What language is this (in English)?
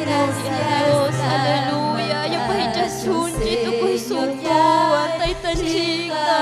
Ayacucho Quechua